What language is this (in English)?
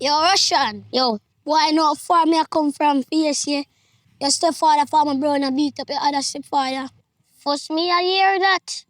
Jamaican Creole English